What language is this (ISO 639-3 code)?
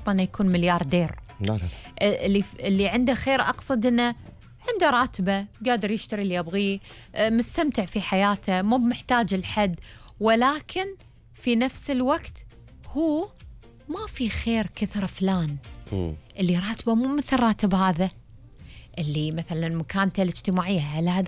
afb